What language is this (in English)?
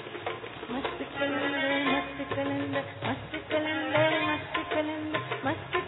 Hindi